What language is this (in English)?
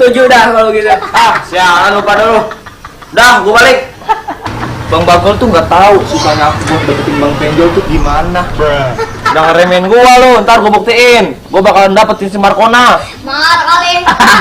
Betawi